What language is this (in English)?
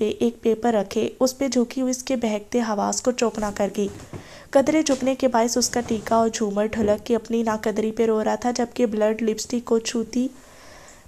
Urdu